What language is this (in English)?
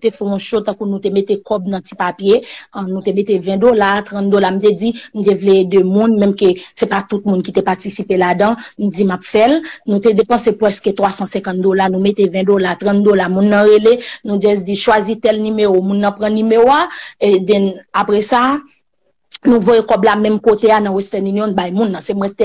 Haitian Creole